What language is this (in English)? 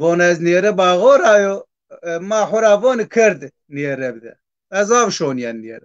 Zaza